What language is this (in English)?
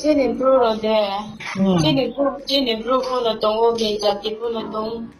Riang (India)